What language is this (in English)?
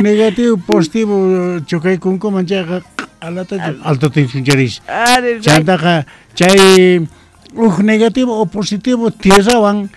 South Bolivian Quechua